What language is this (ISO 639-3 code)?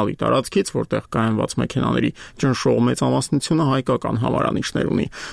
hye